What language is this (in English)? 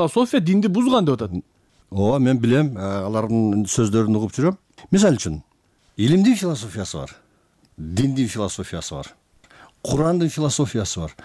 Kyrgyz